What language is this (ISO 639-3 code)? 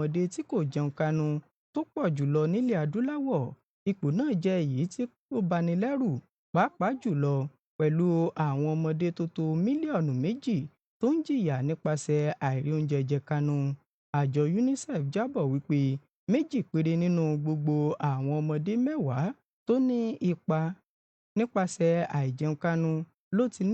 yor